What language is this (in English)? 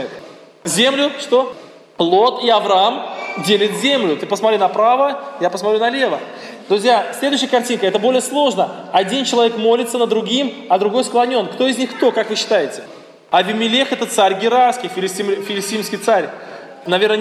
Russian